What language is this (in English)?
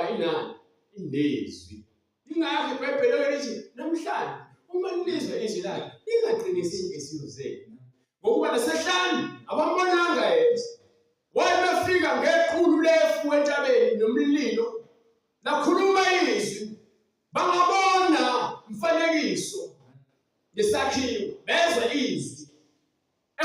Zulu